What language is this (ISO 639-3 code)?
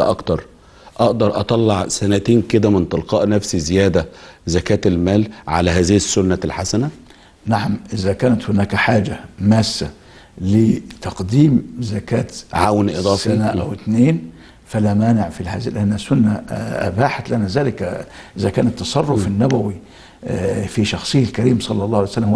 arz